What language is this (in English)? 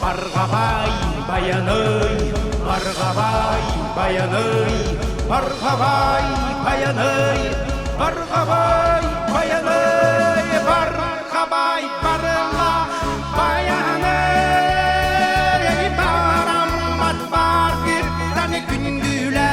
Yakut